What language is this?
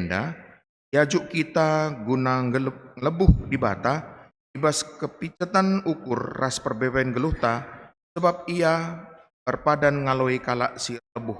Batak Karo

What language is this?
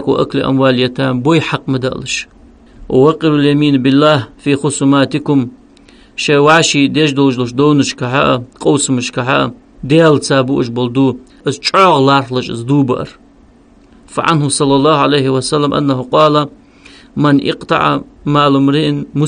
Ingush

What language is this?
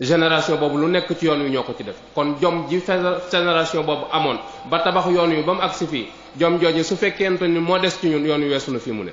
Wolof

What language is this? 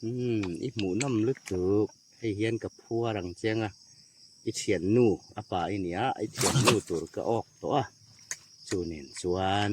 Hmar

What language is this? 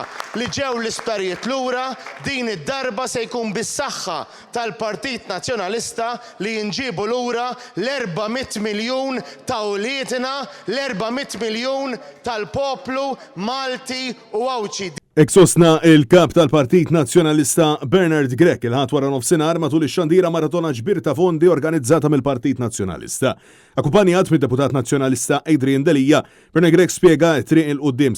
Maltese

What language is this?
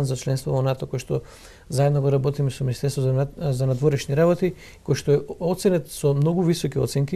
Macedonian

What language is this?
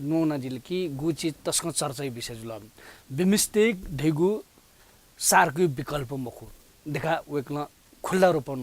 Newari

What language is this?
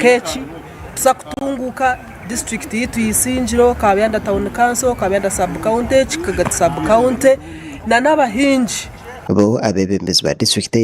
Nyankole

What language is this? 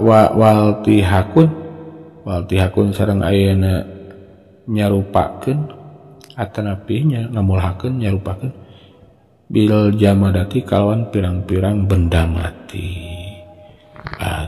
Sundanese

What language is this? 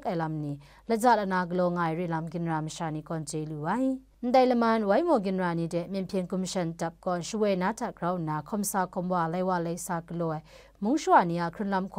Kachin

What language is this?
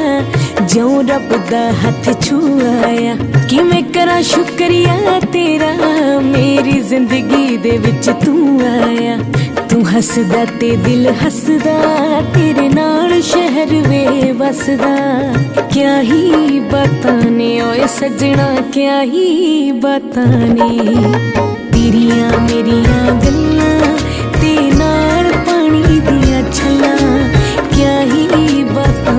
Punjabi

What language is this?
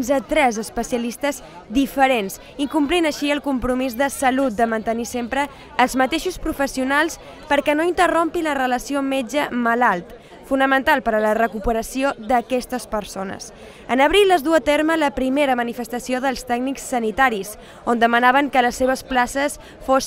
Catalan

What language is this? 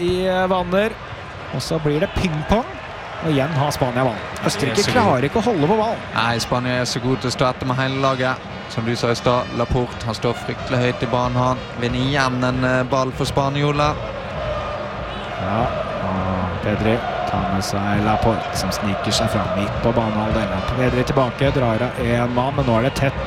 Norwegian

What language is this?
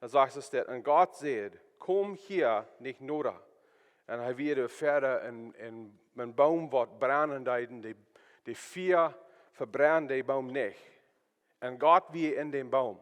Plautdietsch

